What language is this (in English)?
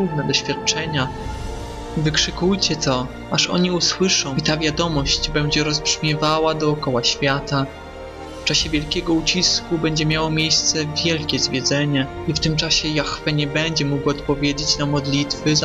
Polish